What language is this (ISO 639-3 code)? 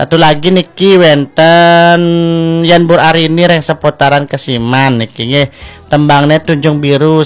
ban